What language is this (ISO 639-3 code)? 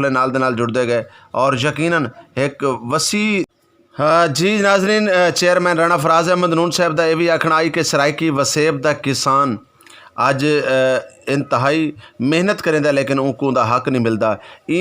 skr